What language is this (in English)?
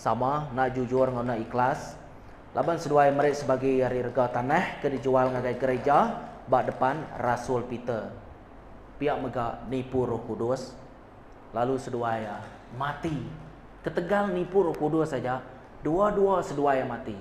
Iban